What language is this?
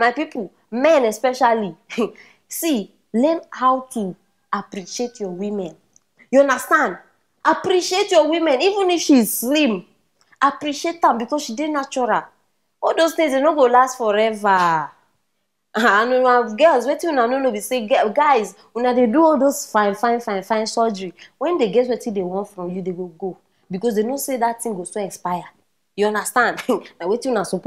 Nigerian Pidgin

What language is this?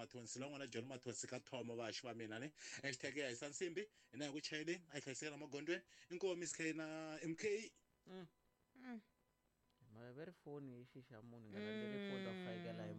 Tsonga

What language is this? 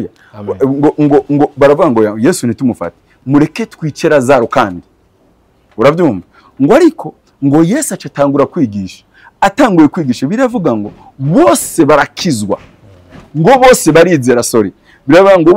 Rundi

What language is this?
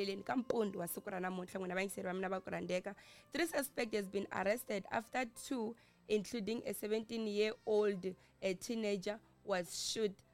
Tsonga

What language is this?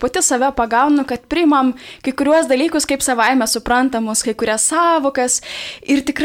Lithuanian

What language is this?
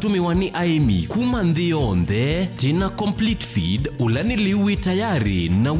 Kamba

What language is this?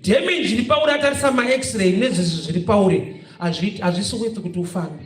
Shona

